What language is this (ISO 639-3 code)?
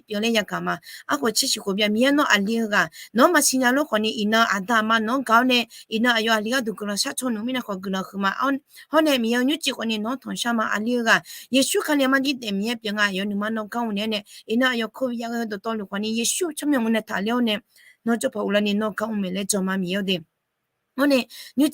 ahk